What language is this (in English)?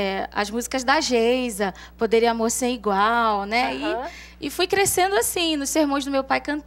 Portuguese